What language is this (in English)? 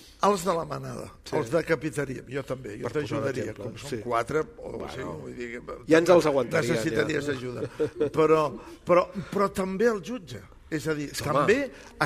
Catalan